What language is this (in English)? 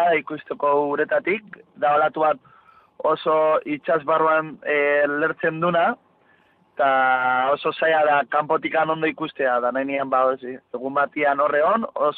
Basque